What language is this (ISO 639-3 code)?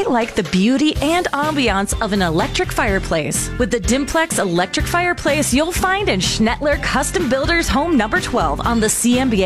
eng